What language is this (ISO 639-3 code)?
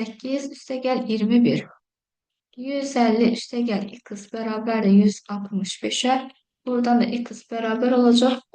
aze